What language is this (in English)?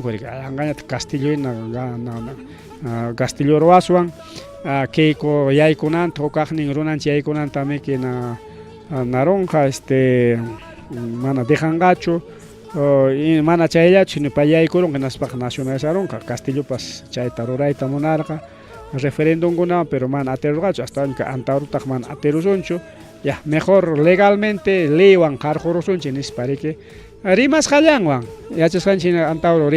Ayacucho Quechua